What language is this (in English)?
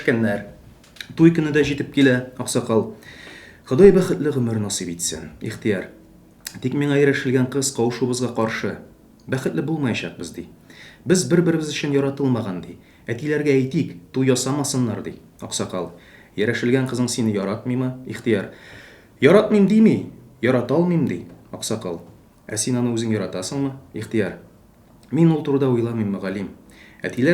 Tatar